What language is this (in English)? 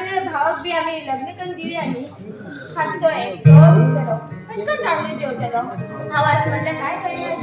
Konkani